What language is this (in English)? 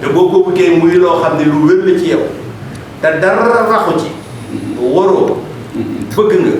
Wolof